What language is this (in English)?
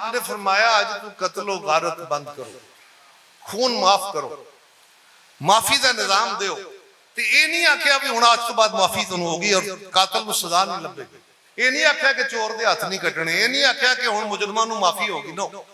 Western Panjabi